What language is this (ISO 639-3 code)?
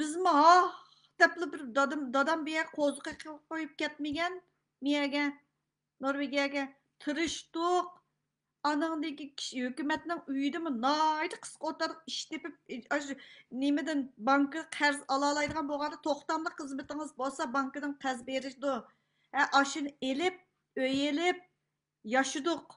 uig